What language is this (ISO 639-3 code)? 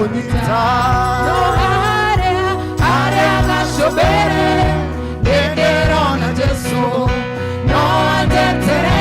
kik